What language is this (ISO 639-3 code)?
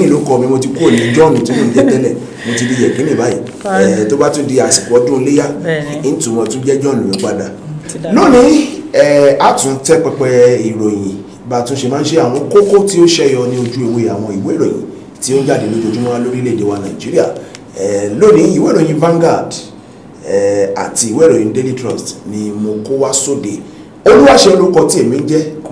yor